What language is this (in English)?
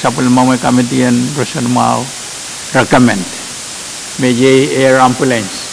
Pohnpeian